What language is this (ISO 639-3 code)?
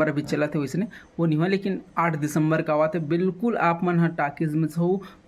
hne